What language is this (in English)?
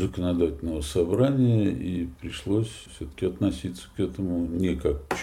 Russian